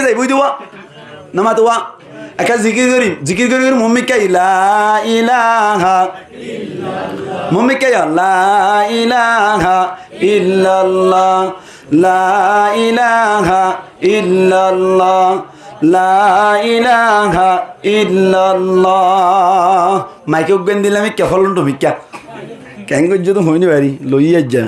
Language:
Rohingya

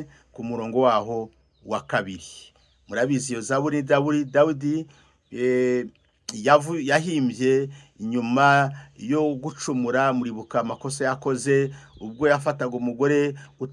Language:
Kinyarwanda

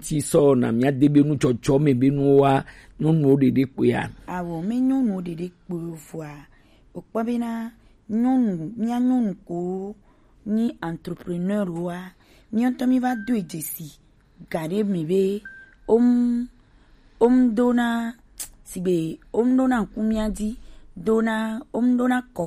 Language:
Gen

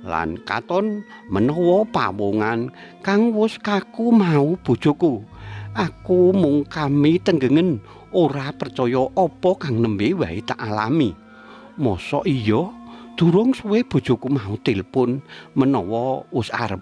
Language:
Javanese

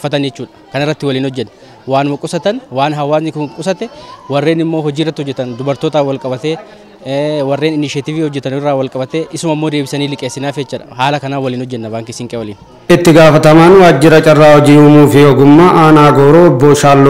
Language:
Oromo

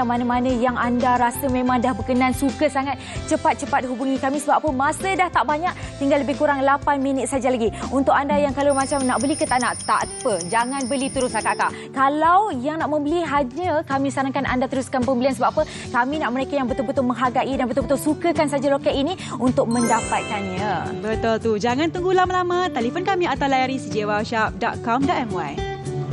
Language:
Malay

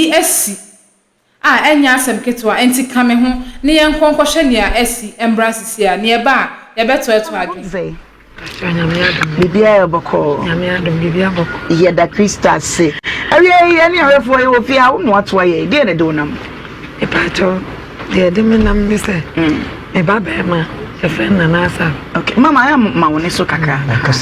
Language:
Akan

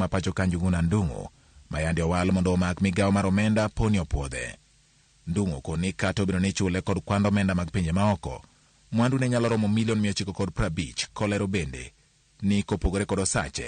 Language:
Luo (Kenya and Tanzania)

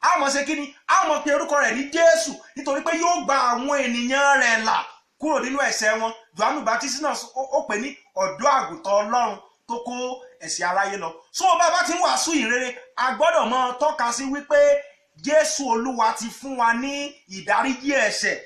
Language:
Yoruba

